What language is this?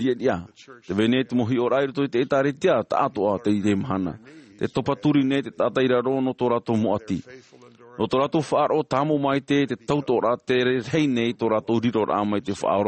Tahitian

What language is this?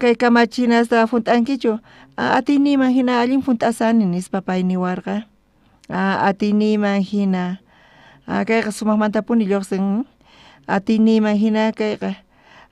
South Bolivian Quechua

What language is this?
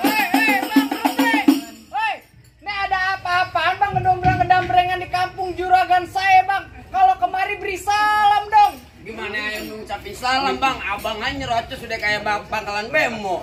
Betawi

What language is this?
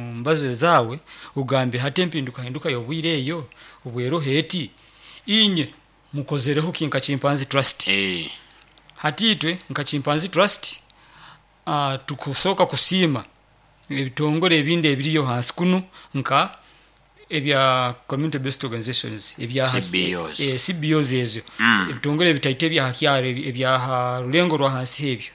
Nyoro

